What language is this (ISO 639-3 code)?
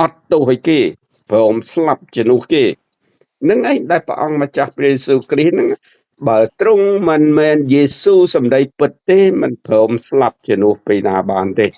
khm